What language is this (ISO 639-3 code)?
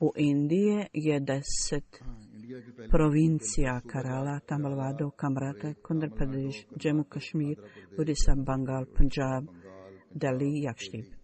bos